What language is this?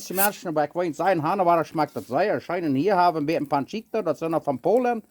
Plautdietsch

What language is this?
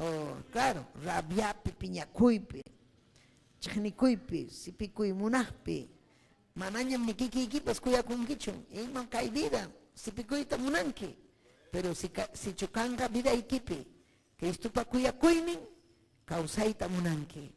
Ayacucho Quechua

